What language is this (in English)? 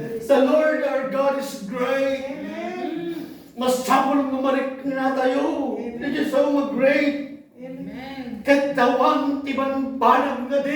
Iloko